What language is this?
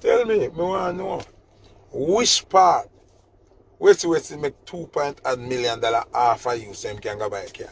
Jamaican Creole English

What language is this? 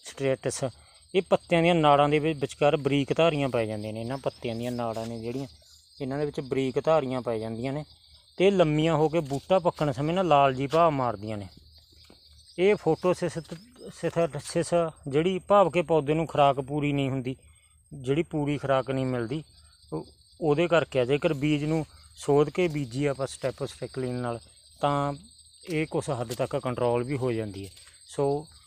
Punjabi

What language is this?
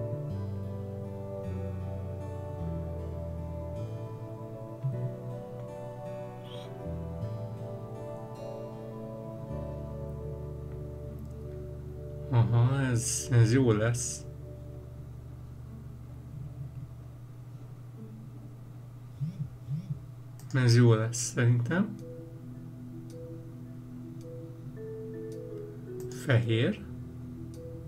Hungarian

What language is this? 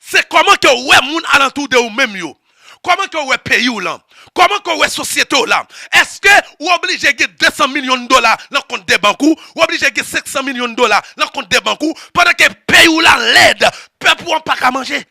Haitian Creole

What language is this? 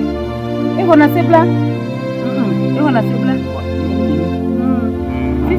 Ewe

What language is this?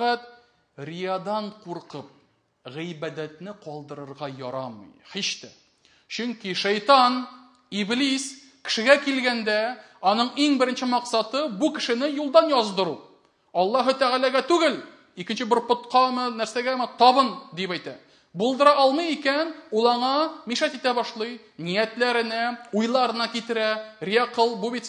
Tatar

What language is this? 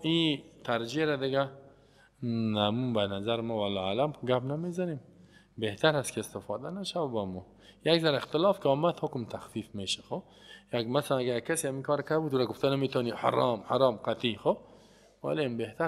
Persian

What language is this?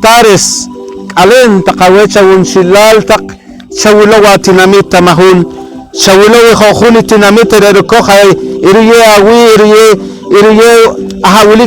Poqomchi'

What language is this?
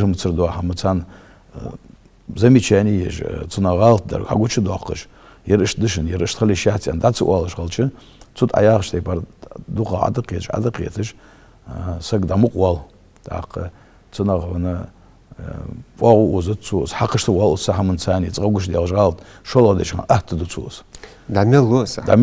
Ingush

